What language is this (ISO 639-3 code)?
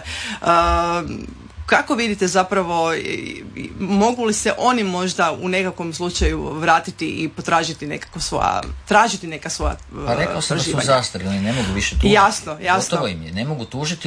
hrv